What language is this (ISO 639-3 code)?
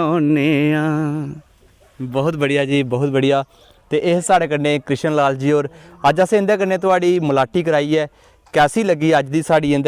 doi